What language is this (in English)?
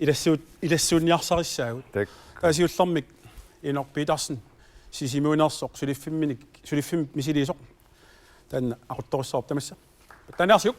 Kalaallisut